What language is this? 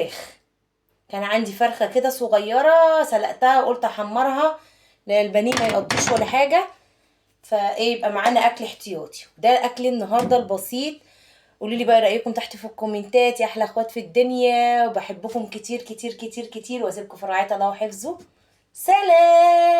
Egyptian Arabic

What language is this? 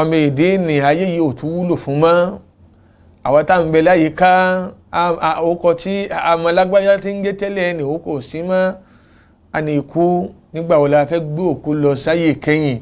Yoruba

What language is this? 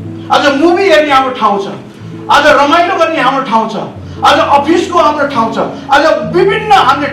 Nepali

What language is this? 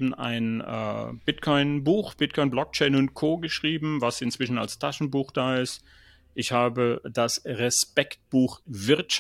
German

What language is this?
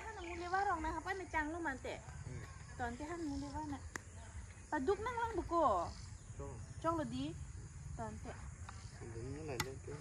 Karbi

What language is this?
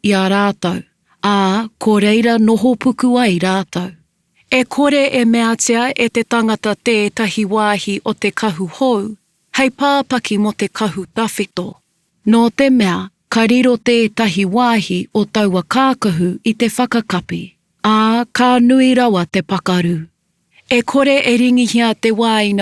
Māori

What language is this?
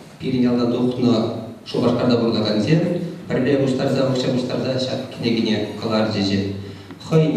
Chuvash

